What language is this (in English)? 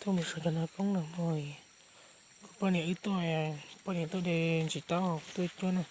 Hmong